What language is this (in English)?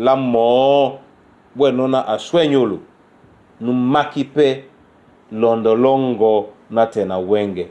Duala